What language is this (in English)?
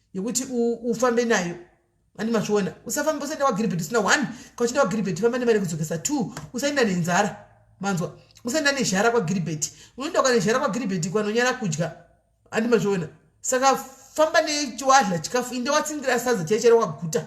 Shona